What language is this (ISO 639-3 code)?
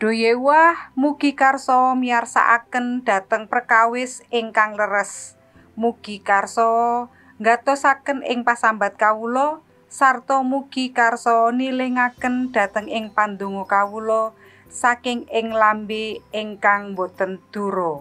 jav